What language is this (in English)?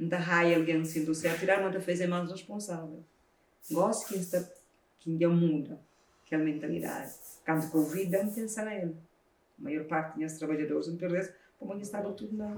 Kabuverdianu